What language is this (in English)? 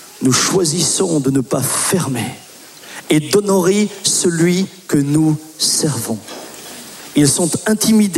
French